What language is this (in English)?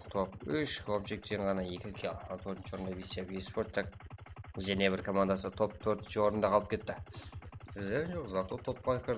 Kara-Kalpak